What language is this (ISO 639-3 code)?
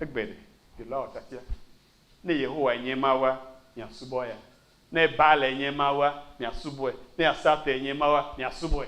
ewe